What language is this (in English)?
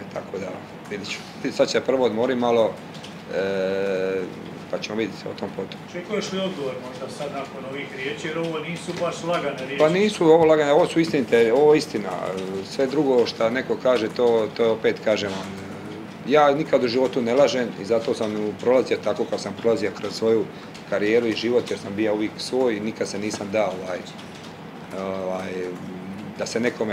Croatian